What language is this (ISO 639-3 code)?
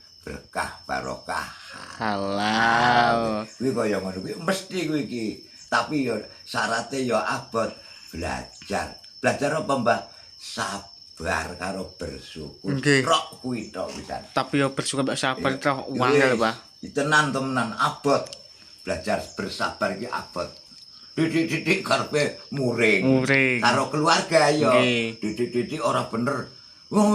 jav